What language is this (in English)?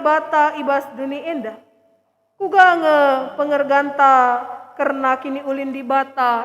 Batak Karo